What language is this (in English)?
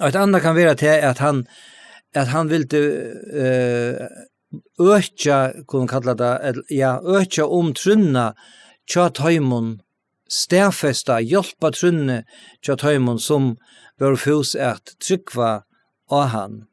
Faroese